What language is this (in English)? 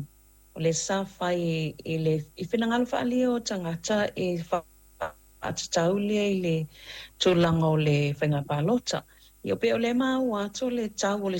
Samoan